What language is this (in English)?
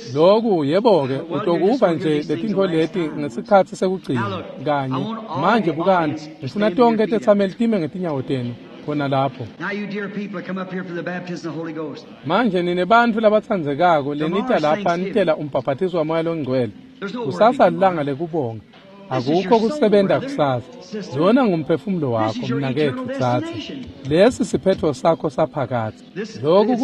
Swati